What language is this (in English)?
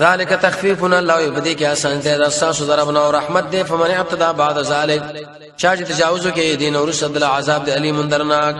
Pashto